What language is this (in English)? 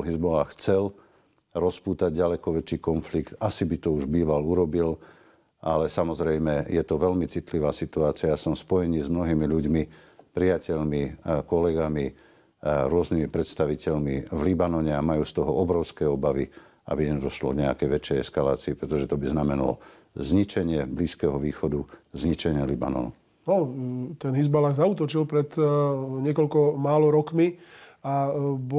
Slovak